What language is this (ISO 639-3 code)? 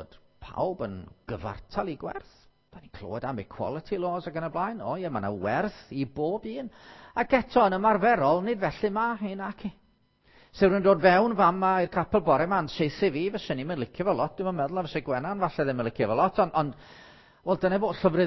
cym